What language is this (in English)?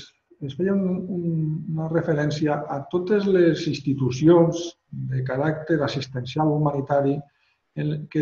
Catalan